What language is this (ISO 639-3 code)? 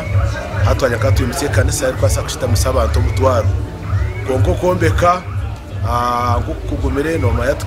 nyn